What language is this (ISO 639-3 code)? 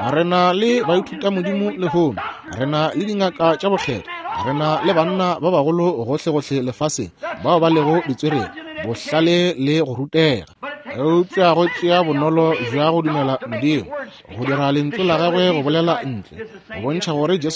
nso